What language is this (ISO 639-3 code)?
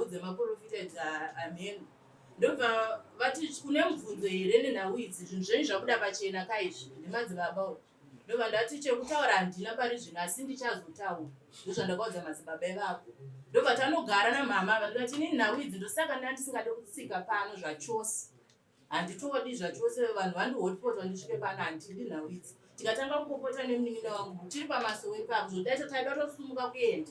sna